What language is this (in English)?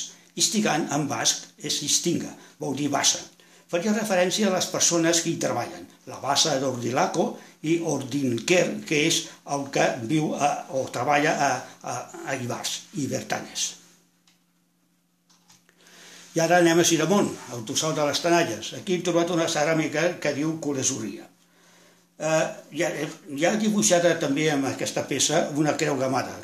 Catalan